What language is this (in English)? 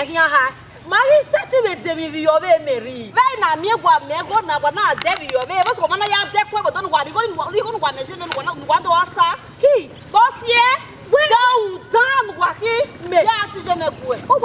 Bini